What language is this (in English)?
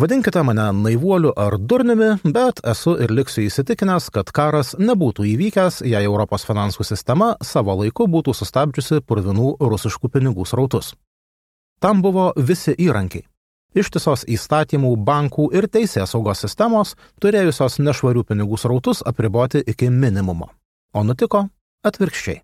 Lithuanian